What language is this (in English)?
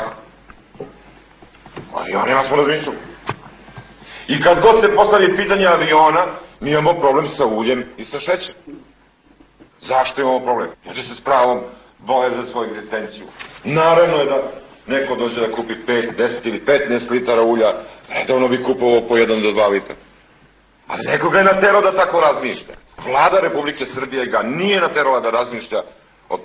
Serbian